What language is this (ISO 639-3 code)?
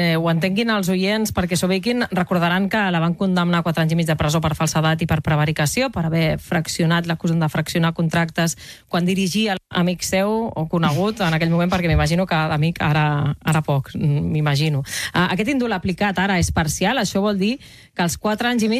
cat